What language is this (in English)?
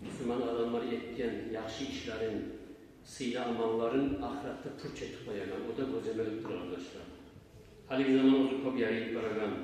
Kumyk